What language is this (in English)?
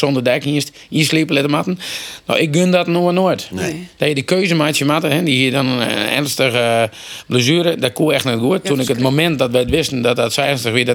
Western Frisian